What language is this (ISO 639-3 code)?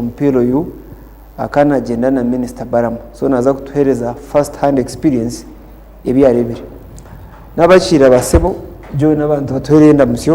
nyn